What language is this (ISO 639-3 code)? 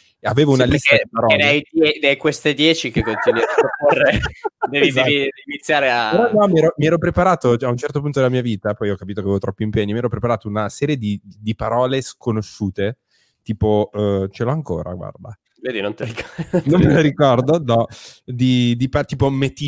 ita